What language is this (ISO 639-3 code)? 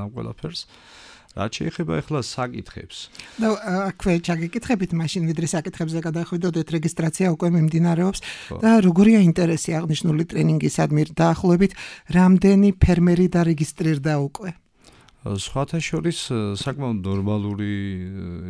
kat